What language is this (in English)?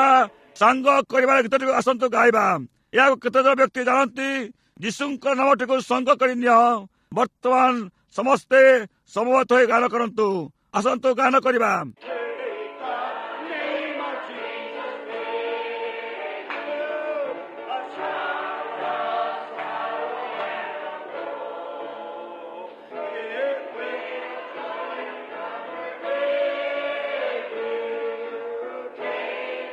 Odia